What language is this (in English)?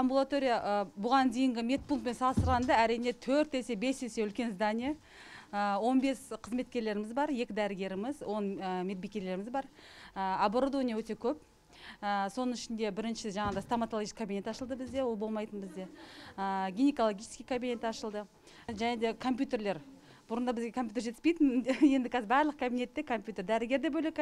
Kazakh